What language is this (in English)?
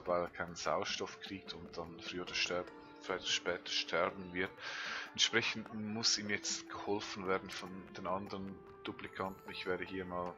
Swiss German